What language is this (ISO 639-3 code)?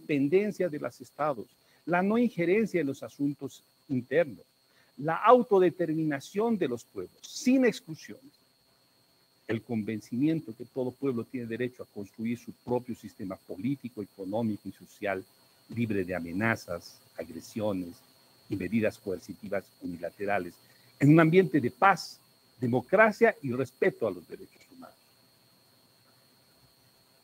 spa